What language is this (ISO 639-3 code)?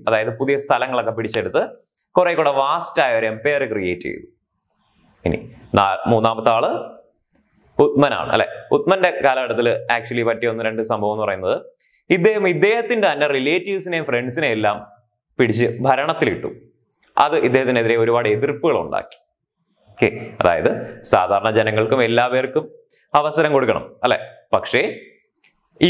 mal